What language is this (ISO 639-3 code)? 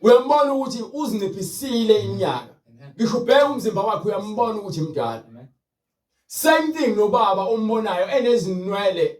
zul